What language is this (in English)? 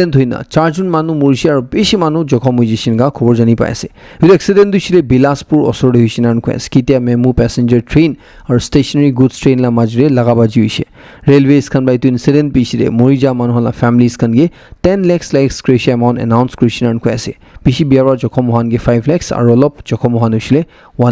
Naga Pidgin